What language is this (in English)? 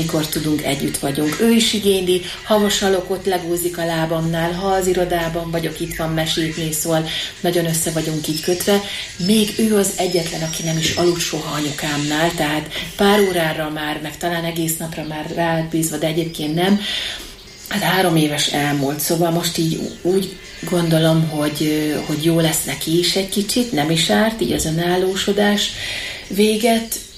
Hungarian